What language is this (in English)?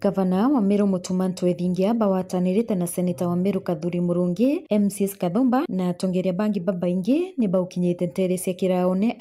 Meru